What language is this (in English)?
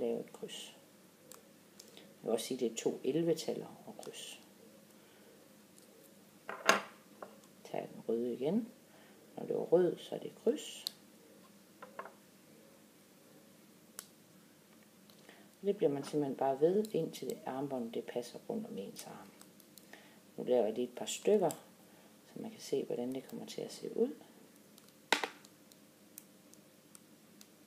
Danish